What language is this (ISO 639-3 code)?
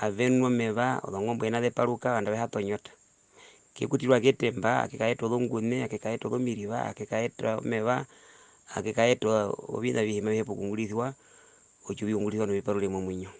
her